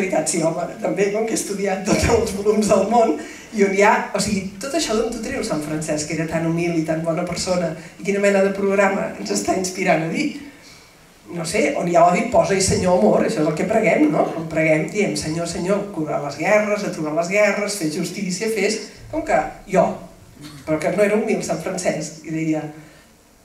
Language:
Catalan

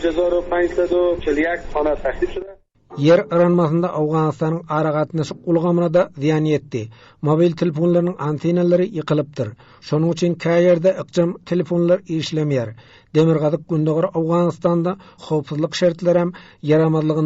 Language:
Turkmen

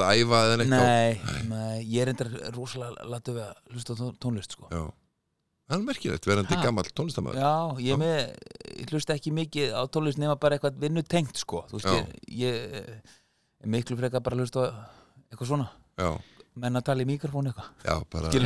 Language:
Icelandic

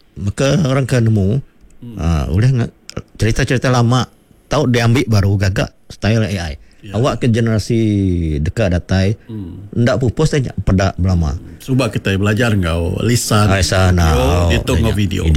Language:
Iban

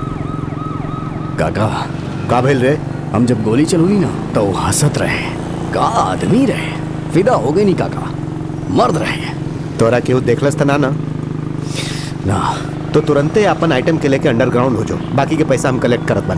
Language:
Bhojpuri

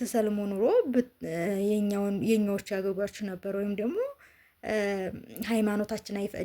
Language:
Amharic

